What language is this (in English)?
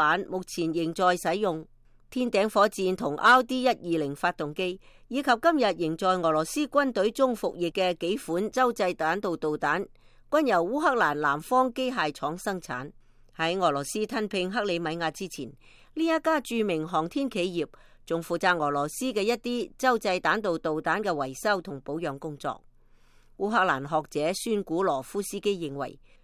Cantonese